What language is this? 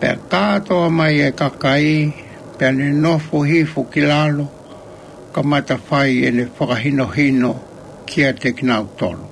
Tongan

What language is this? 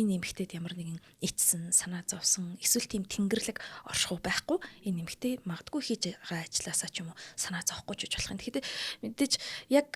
Mongolian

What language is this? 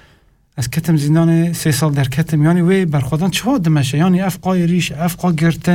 Kurdish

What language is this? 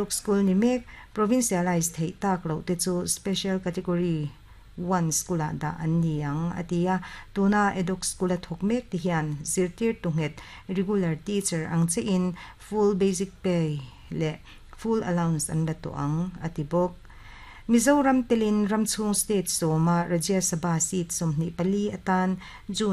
Mizo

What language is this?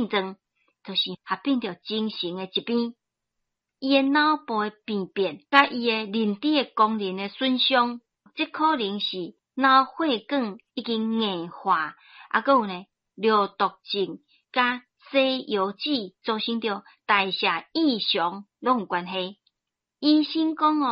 Min Nan Chinese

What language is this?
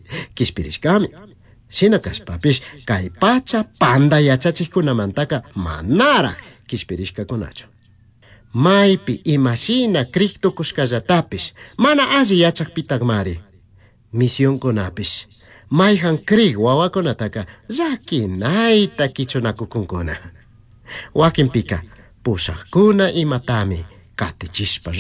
Chimborazo Highland Quichua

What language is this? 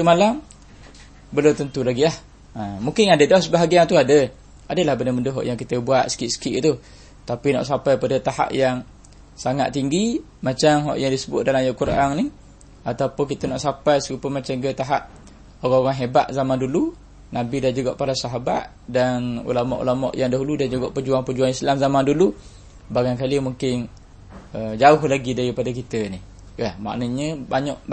Malay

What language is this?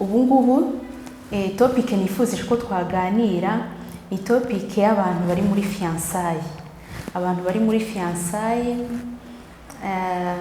Kinyarwanda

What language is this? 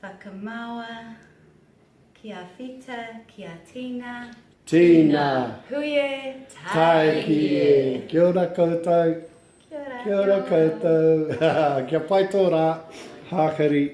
Māori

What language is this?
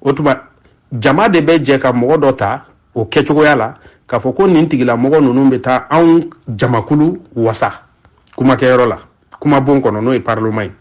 Bambara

